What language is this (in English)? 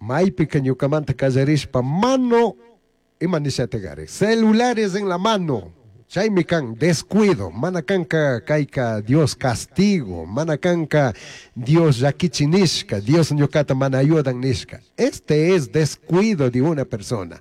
Chimborazo Highland Quichua